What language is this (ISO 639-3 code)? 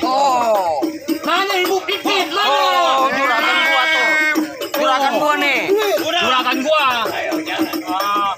bew